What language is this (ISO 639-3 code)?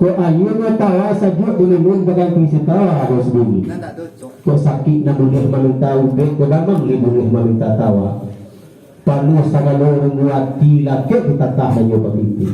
min